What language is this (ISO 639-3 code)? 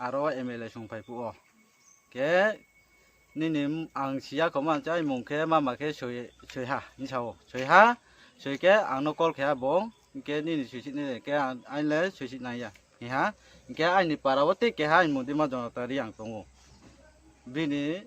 ria